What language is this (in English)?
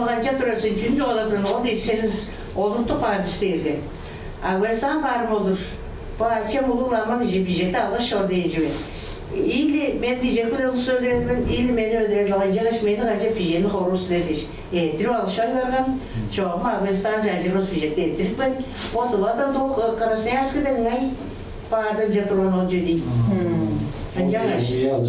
Tuvinian